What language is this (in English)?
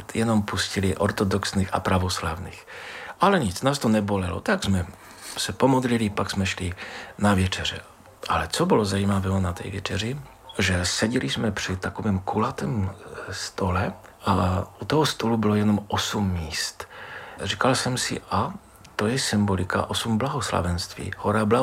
Czech